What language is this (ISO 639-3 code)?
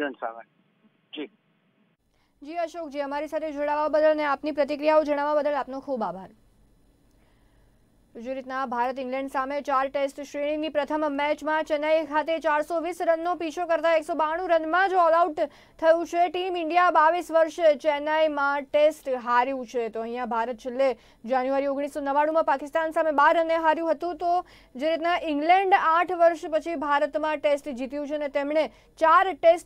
guj